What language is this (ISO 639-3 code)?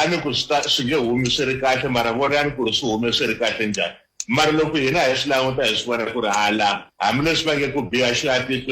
tso